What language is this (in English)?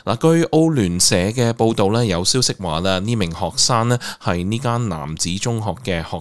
Cantonese